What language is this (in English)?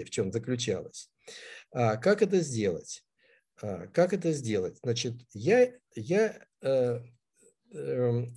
Russian